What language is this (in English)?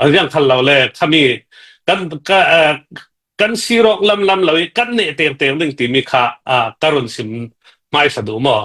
Hakha Chin